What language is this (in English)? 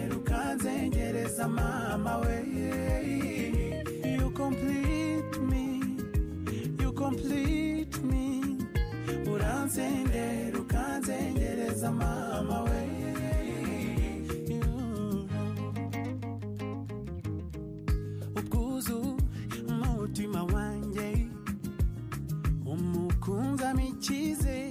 Kinyarwanda